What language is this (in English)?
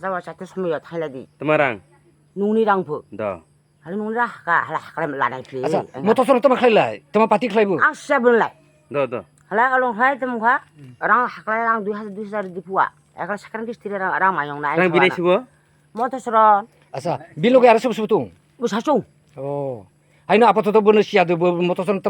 Kok Borok